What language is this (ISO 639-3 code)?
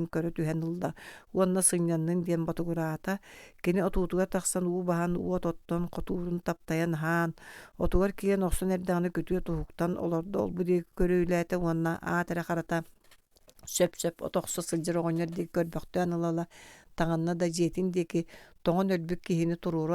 sah